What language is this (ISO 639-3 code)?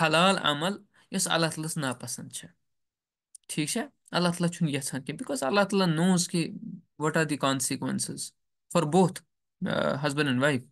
kas